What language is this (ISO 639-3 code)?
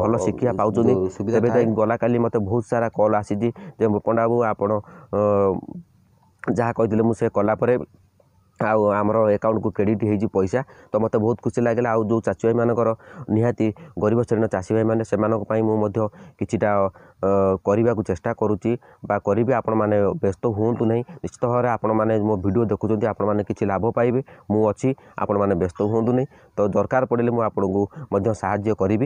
ori